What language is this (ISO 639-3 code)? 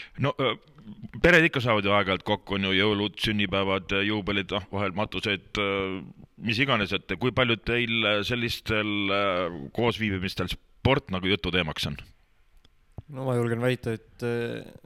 est